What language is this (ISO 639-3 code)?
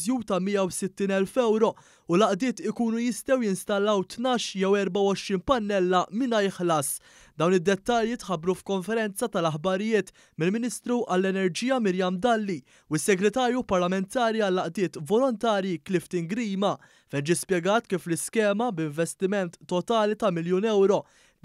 mlt